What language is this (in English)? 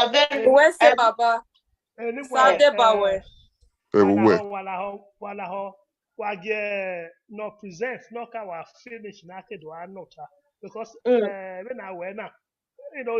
Bini